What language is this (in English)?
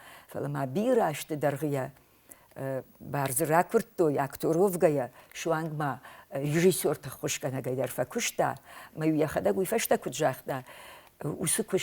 Ossetic